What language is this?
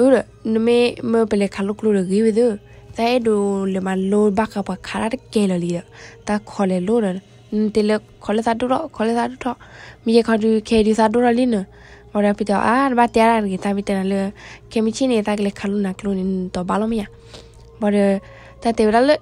S'gaw Karen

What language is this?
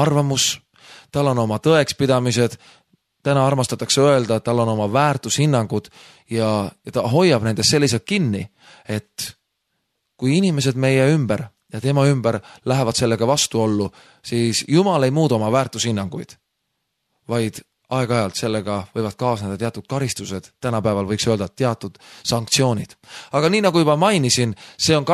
Estonian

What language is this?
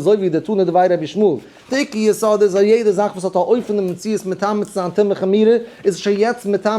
Yiddish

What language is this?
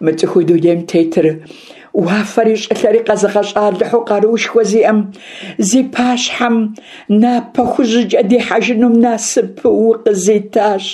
Kabardian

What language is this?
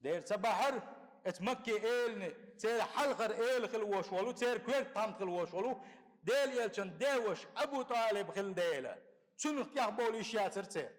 Chechen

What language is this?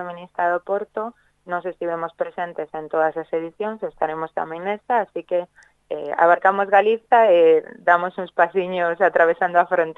Galician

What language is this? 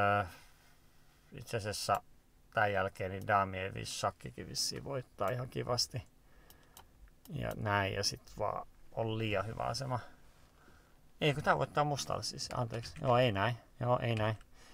Finnish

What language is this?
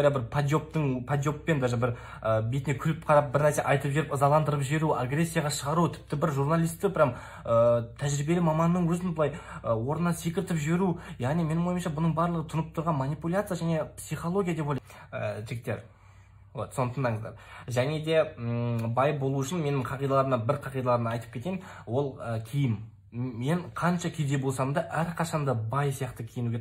Kazakh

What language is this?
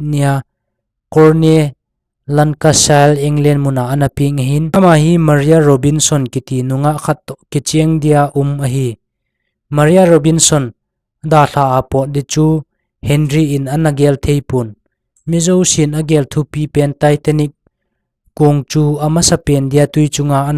Thado Chin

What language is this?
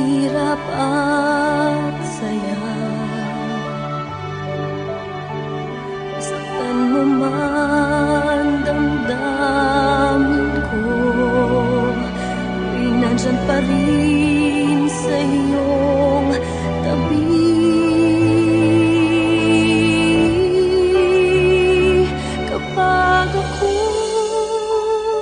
Filipino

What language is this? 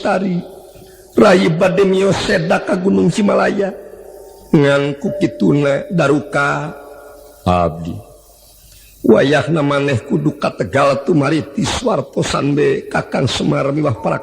Sundanese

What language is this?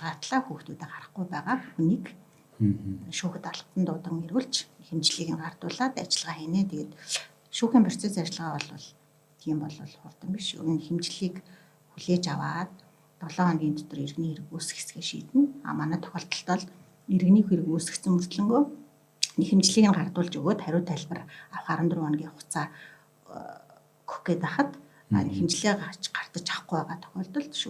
Mongolian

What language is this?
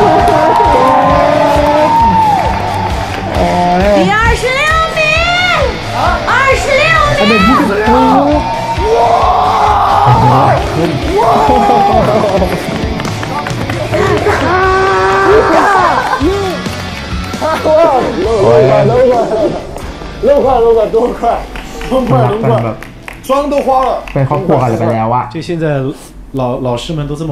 Chinese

